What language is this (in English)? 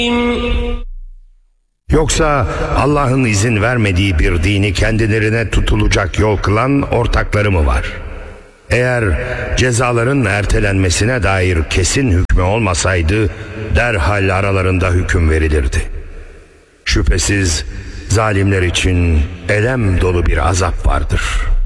Turkish